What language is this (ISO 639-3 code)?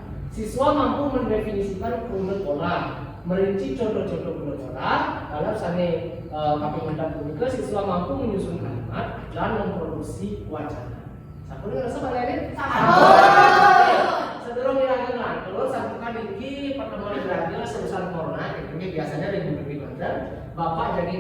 ban